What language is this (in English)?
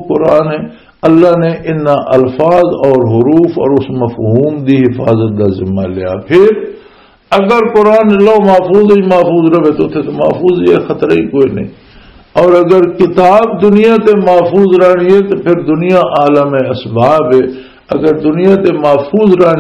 Western Panjabi